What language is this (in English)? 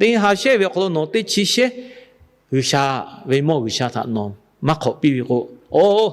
Lahu